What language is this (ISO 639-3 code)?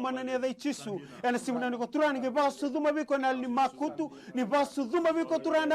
fij